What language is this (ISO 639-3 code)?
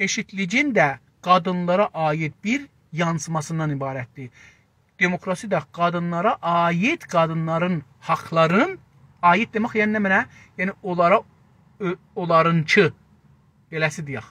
azb